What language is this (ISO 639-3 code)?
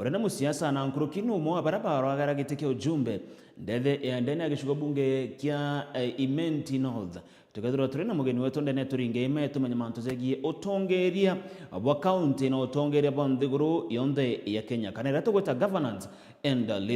mer